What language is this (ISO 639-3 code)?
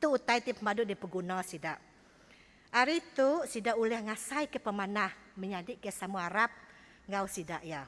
iba